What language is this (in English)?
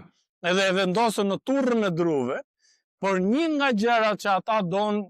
Albanian